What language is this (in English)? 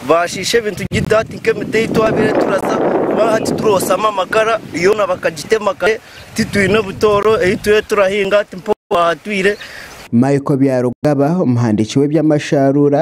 Nyankole